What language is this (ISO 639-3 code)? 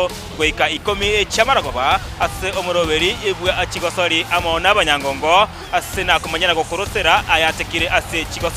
guz